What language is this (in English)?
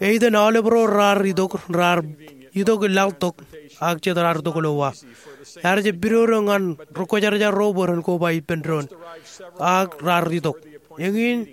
Marshallese